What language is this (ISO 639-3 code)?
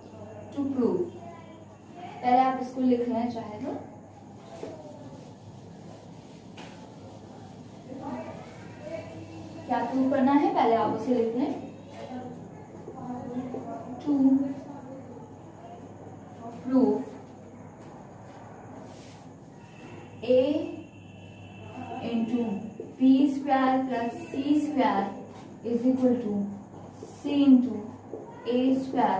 hin